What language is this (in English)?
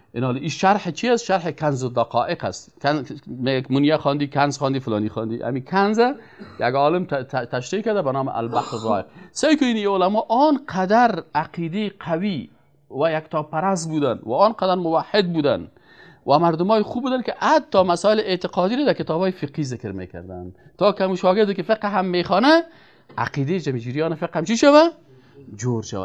Persian